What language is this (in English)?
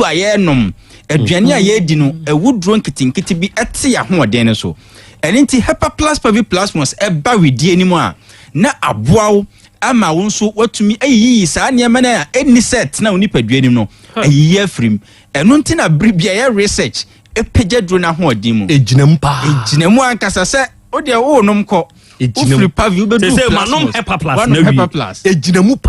Akan